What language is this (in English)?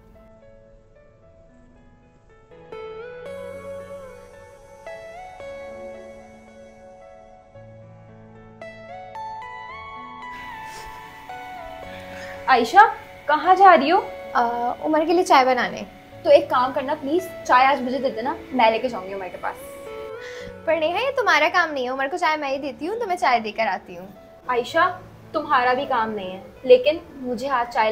Hindi